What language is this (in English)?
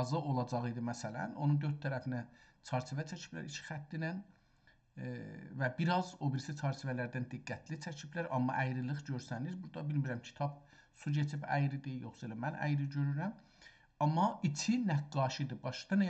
South Azerbaijani